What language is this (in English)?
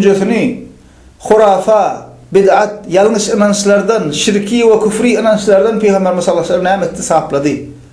Turkmen